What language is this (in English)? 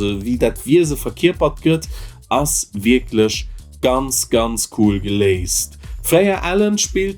Luxembourgish